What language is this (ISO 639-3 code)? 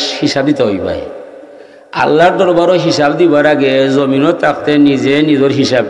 syl